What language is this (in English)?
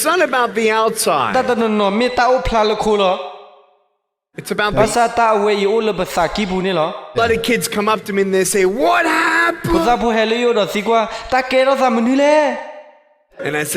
S'gaw Karen